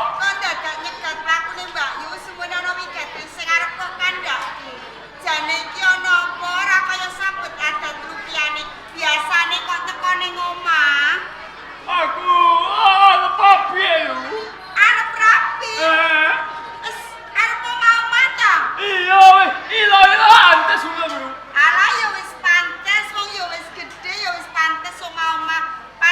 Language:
Javanese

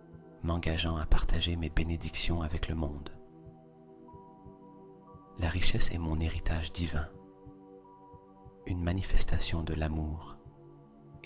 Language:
French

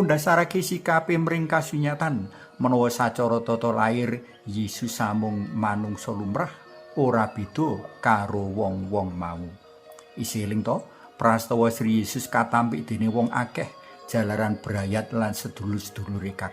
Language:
Javanese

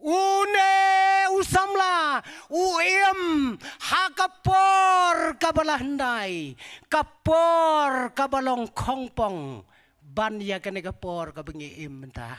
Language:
Khasi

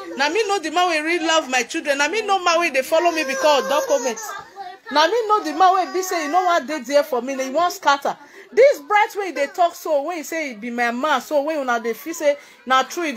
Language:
Nigerian Pidgin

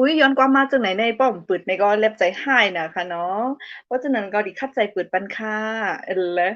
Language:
Shan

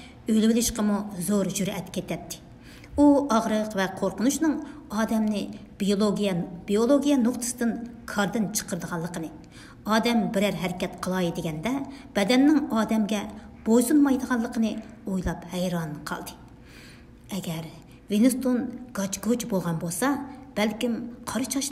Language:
Uyghur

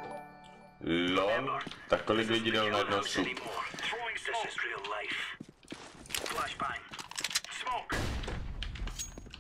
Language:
Czech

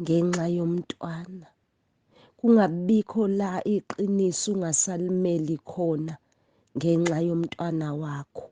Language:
Zulu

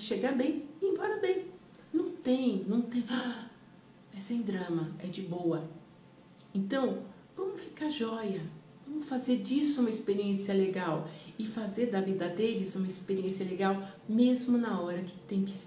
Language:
Portuguese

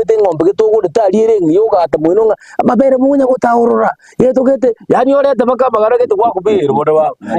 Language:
Gusii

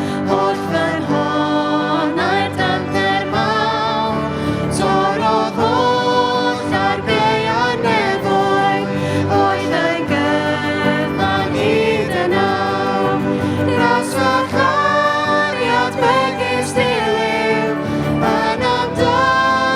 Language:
Welsh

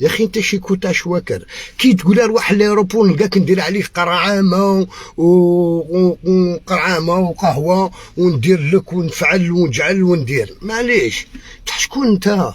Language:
Algerian Arabic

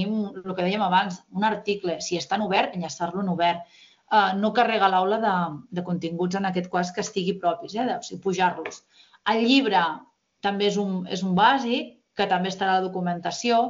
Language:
Catalan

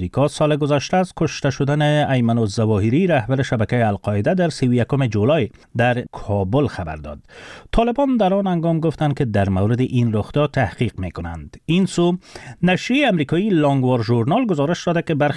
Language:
Persian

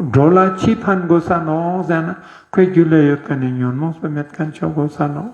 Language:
Ladakhi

